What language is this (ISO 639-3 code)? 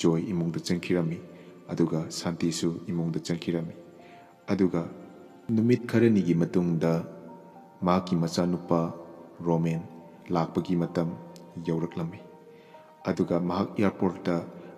mni